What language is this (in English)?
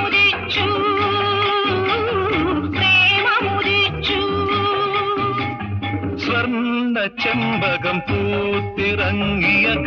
Malayalam